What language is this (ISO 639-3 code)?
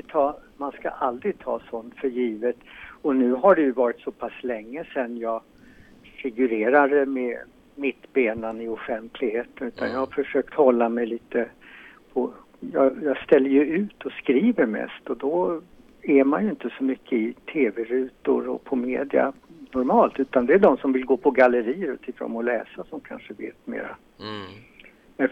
swe